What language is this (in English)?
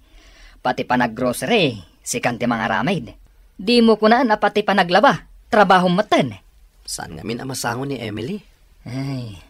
Iloko